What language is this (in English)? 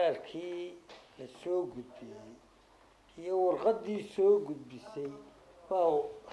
Somali